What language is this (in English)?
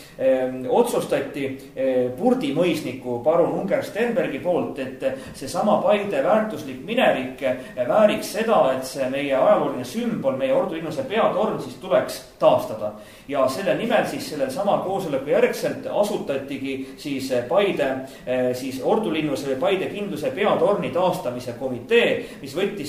Estonian